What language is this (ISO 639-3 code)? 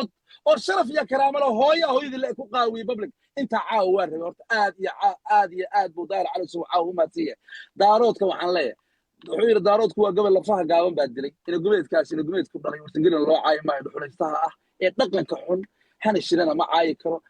som